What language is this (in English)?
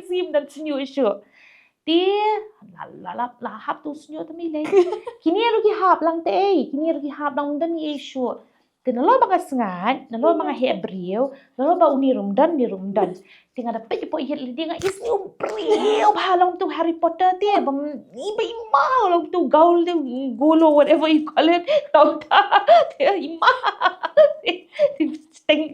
Khasi